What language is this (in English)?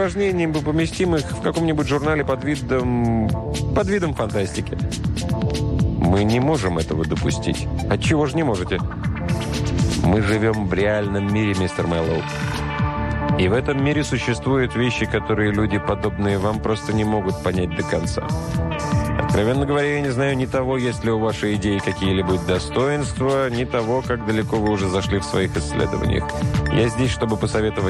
Russian